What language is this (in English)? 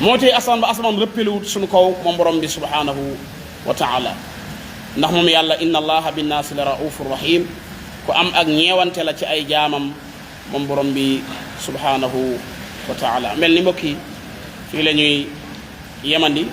Wolof